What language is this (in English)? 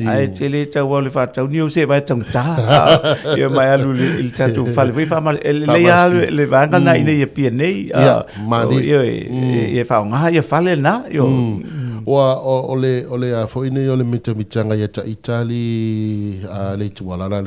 Samoan